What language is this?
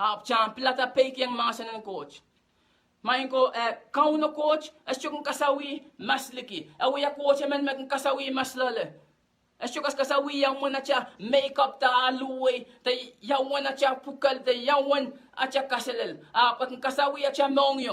Pohnpeian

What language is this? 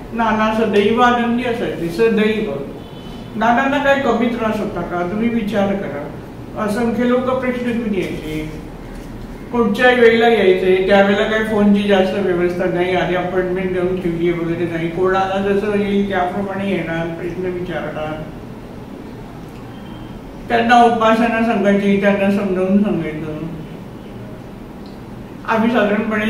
Marathi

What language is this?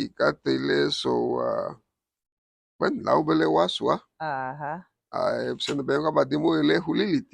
Garifuna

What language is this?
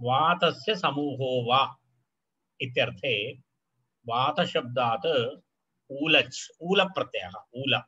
Sanskrit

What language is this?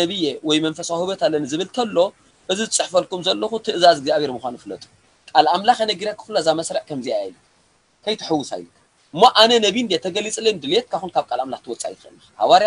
Tigrinya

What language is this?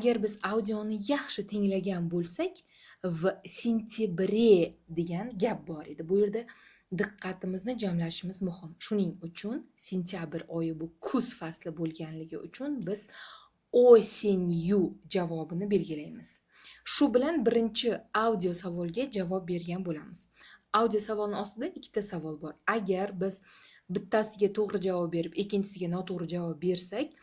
Uzbek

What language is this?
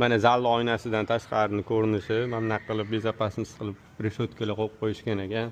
Uzbek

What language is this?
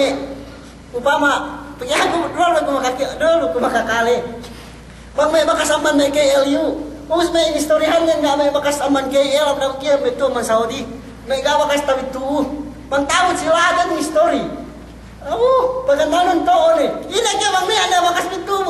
Yakan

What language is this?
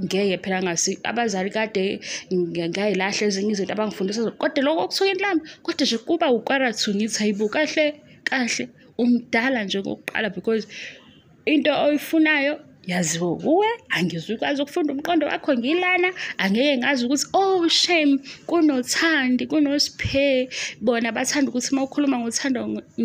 Zulu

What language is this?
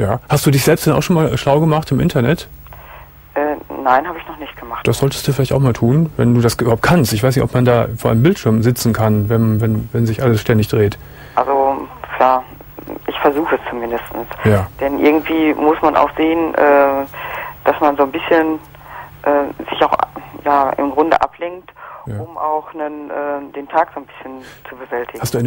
German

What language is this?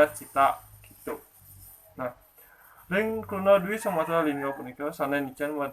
Balinese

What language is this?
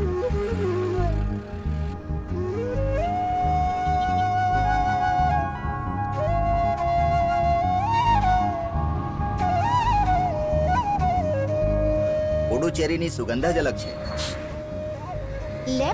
Gujarati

